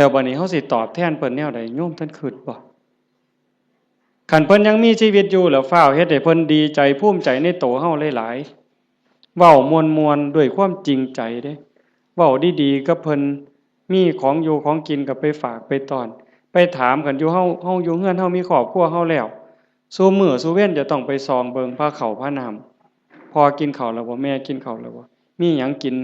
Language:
Northeastern Thai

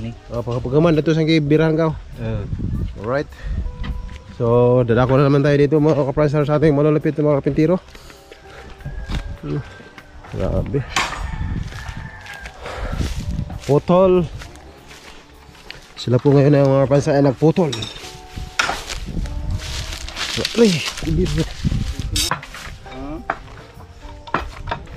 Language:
Filipino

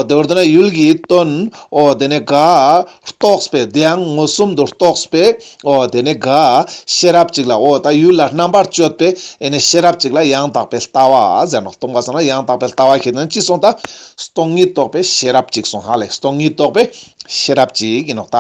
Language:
Ladakhi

